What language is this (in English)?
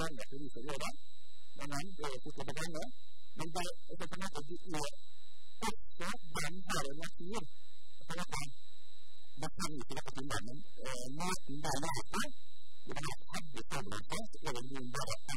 Norwegian